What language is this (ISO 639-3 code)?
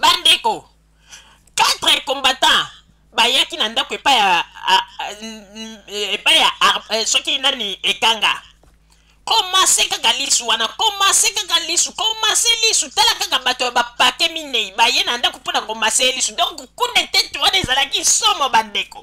lin